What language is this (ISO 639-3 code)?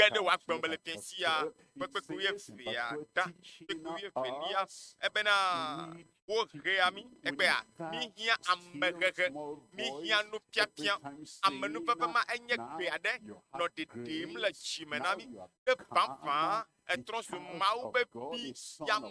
ewe